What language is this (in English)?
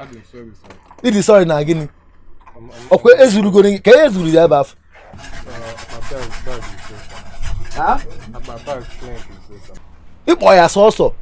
Igbo